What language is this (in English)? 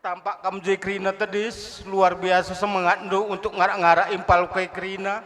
Batak Karo